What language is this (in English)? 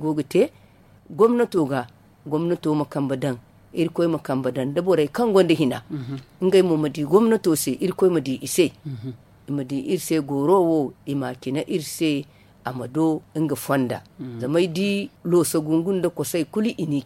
Zarma